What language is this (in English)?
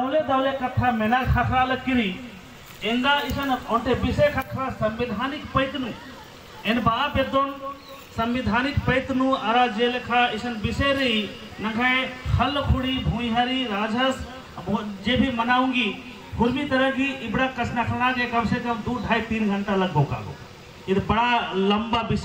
Kurukh